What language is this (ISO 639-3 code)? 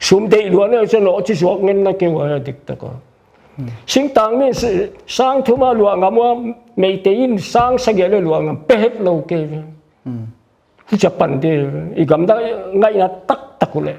pck